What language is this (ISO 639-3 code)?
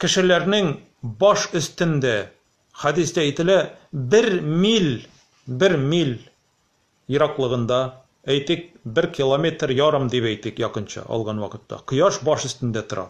tat